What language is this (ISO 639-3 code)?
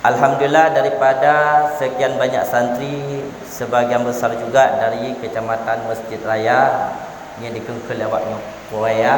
ace